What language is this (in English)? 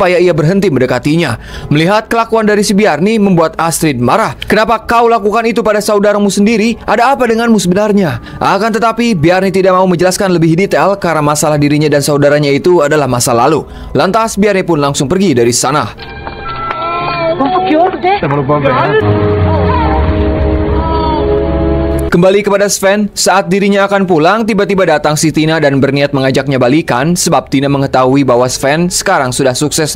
Indonesian